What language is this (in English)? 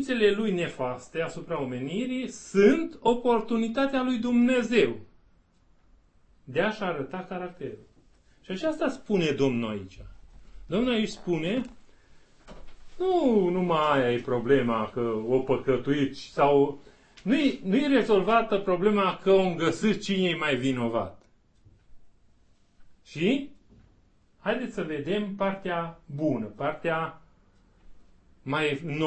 Romanian